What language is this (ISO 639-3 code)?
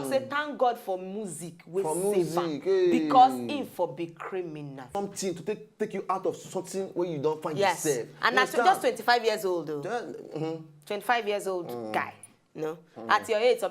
pcm